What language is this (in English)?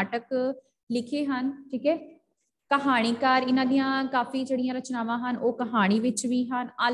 Punjabi